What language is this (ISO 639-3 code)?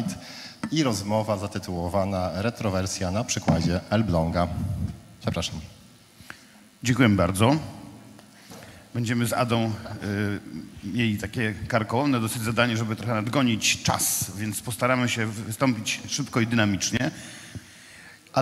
pol